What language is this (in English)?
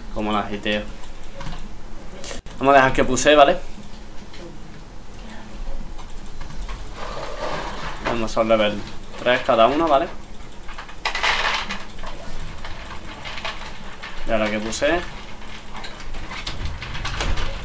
Spanish